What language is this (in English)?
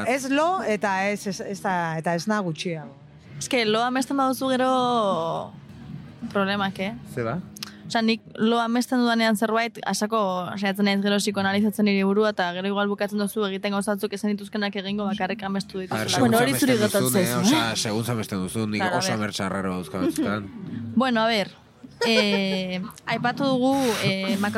Basque